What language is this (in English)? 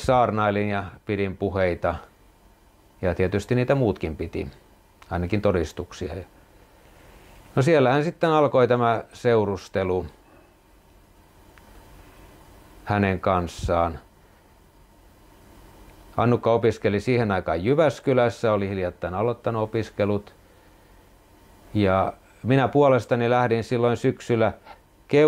Finnish